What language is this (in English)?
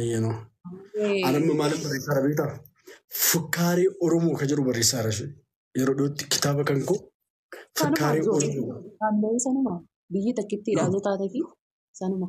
Oromo